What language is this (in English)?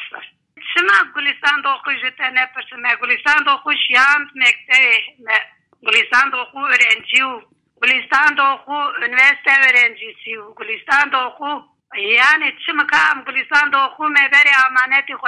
Kurdish